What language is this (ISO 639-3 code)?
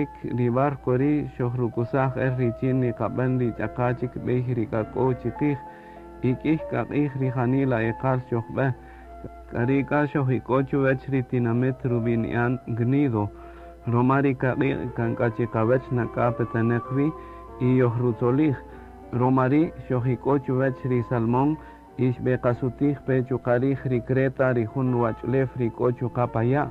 cak